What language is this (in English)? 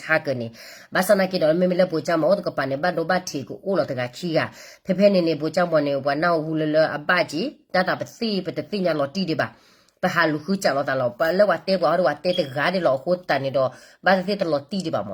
S'gaw Karen